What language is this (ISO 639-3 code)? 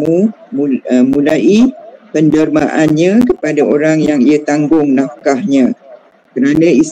msa